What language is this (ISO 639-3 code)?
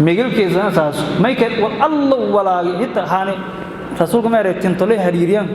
som